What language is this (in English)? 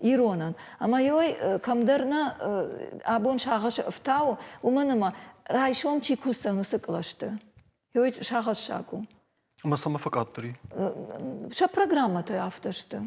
Ossetic